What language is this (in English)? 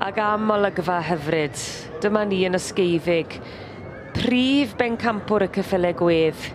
Welsh